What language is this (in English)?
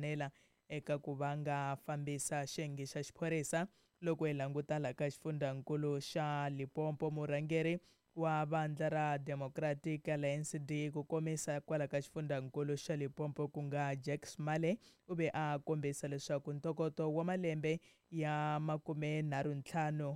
Tsonga